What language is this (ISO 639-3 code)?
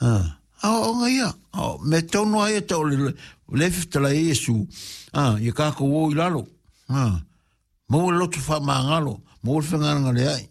smo